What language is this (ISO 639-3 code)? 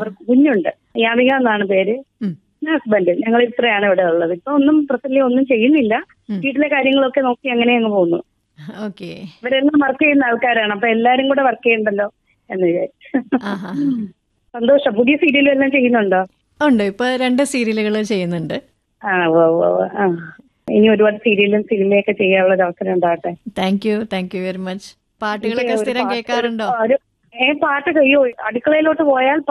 mal